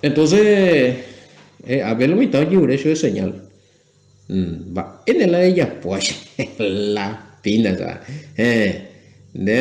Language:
Guarani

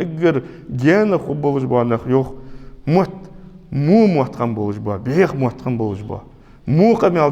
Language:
Ingush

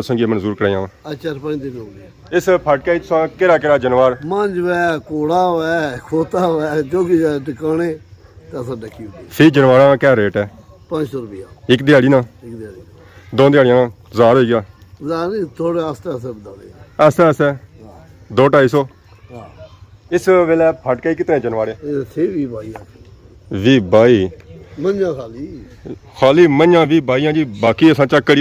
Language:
Pahari-Potwari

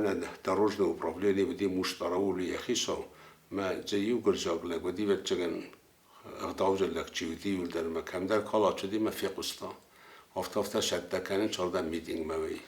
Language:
Ossetic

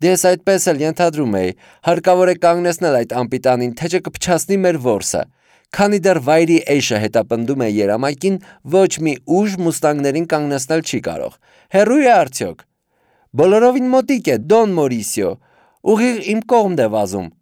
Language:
Armenian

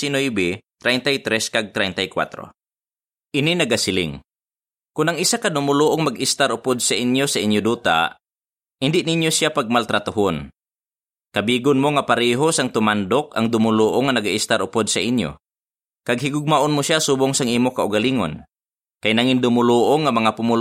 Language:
Hiligaynon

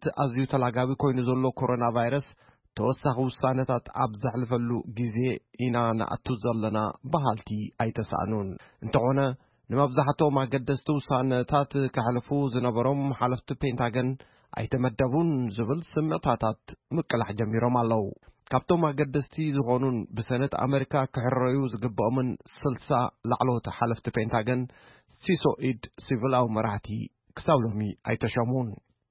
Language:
Tigrinya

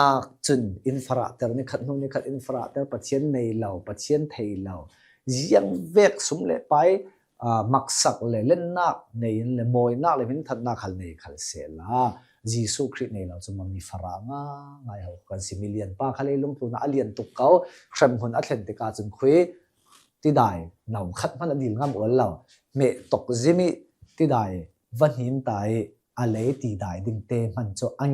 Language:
Hakha Chin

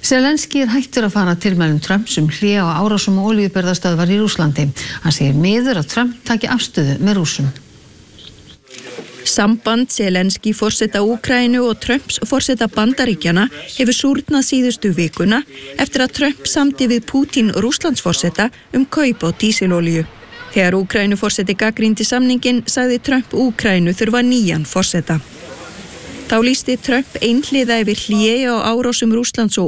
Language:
Icelandic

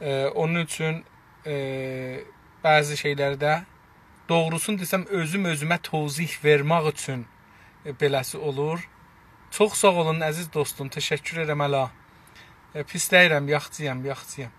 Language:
South Azerbaijani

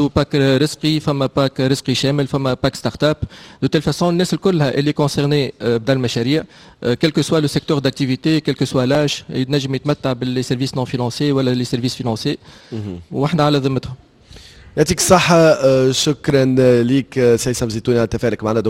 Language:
Tunisian Arabic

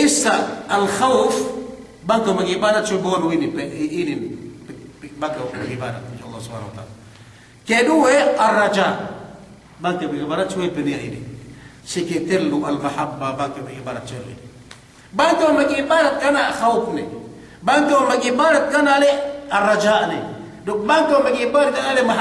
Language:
Yakan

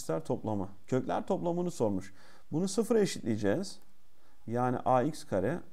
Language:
Turkish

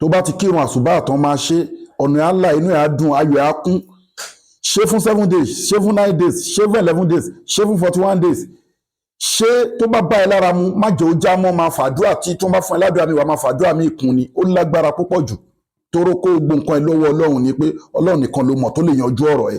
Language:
Yoruba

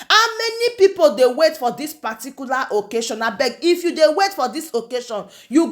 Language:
Nigerian Pidgin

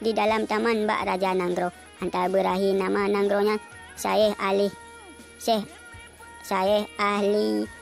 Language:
Achinese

